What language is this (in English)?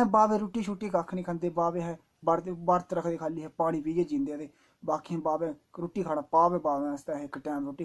Dogri